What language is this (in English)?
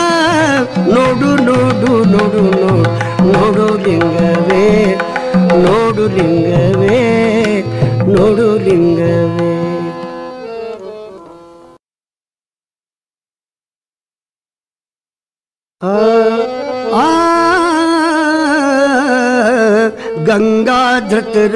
Kannada